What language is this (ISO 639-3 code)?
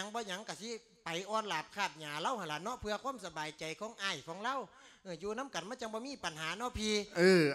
lao